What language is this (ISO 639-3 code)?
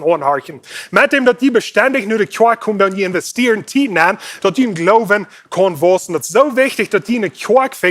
pdt